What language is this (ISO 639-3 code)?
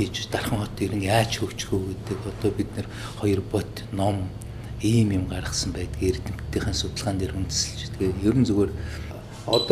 mon